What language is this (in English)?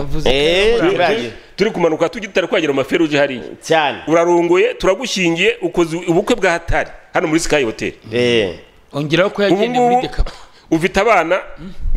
Kinyarwanda